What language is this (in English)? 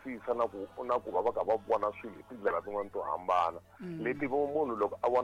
Tsonga